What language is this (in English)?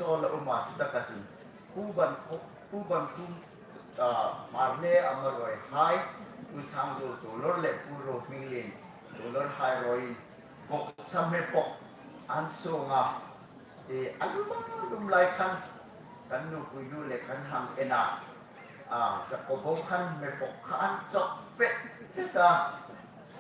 Hmar